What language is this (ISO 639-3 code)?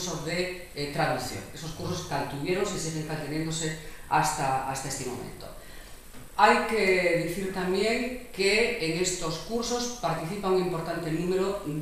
ast